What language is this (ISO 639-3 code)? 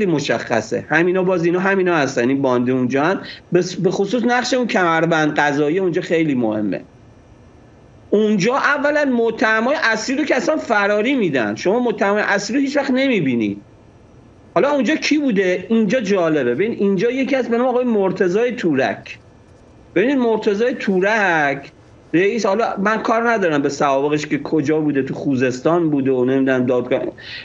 fas